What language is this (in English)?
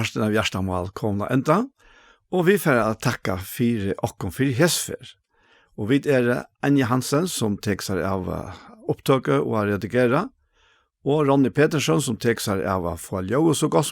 Faroese